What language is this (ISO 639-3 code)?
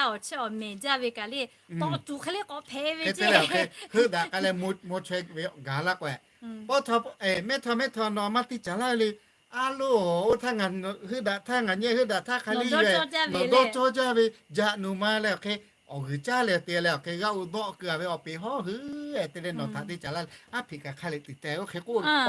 lhu